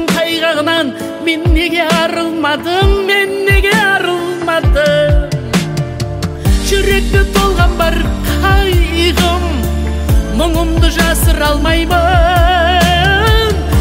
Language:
Kazakh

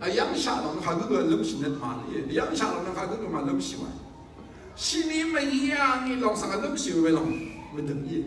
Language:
Rawang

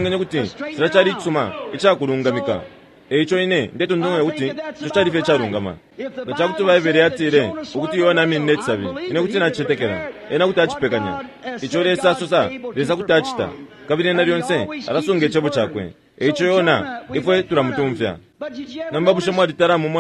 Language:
Bemba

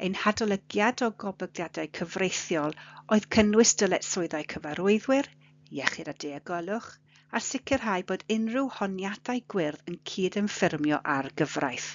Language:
Welsh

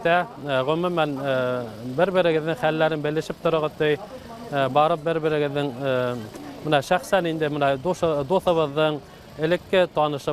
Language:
Bashkir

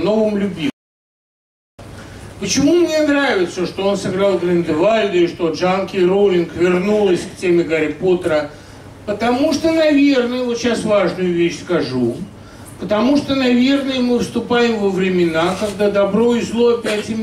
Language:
Russian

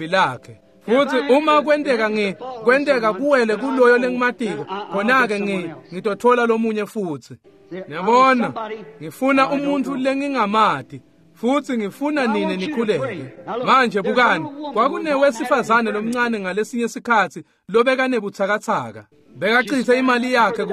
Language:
Swati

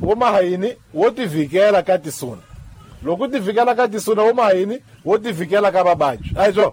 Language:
Tsonga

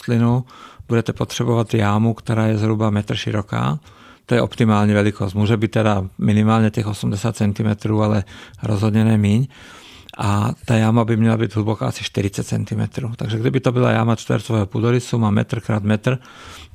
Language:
Czech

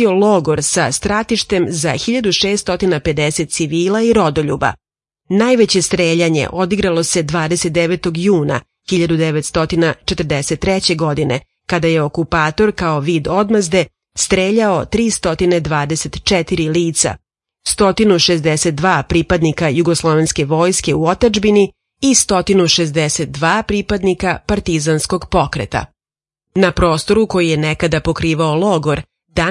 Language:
Serbian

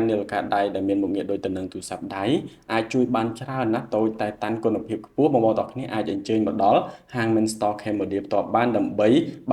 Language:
Khmer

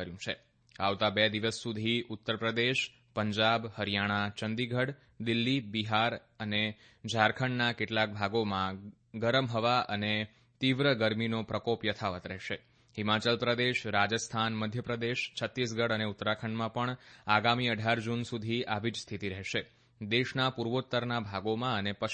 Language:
Gujarati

